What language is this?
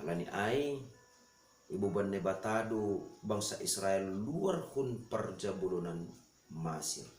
Batak Simalungun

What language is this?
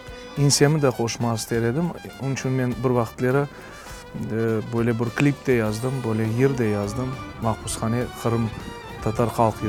Crimean Tatar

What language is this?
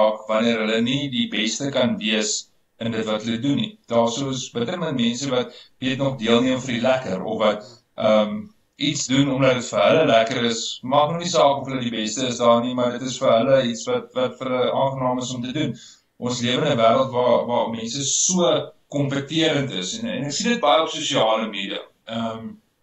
Afrikaans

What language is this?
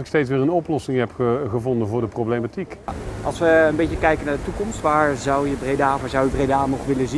Dutch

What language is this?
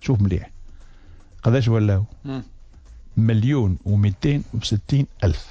Tunisian Arabic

